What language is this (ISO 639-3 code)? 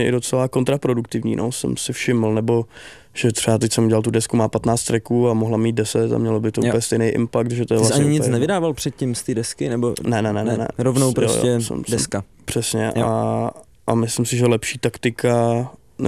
ces